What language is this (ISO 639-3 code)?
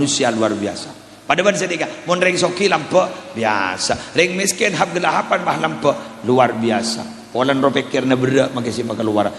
mad